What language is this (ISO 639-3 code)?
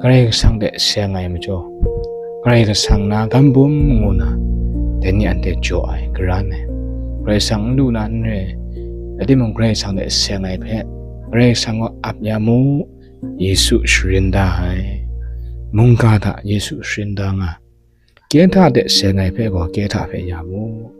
kac